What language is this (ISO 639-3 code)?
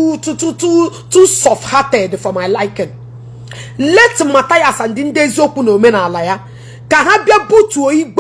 ibo